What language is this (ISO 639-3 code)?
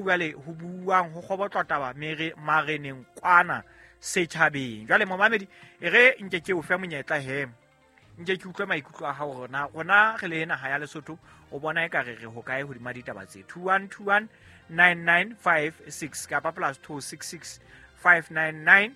sot